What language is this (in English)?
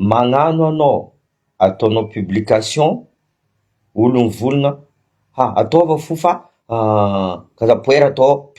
Malagasy